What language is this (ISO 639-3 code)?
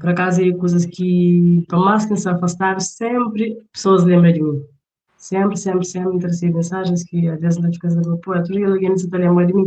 kea